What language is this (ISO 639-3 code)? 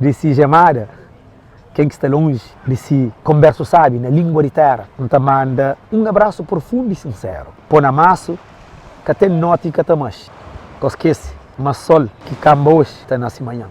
kea